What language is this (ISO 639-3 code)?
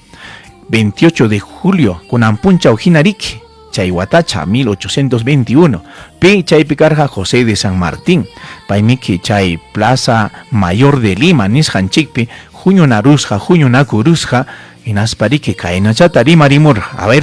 quy